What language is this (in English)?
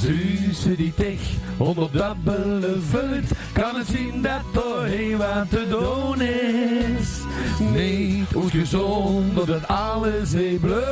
Limburgish